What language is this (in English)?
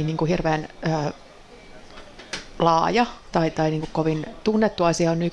Finnish